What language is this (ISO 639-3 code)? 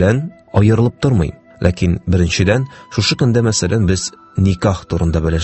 tat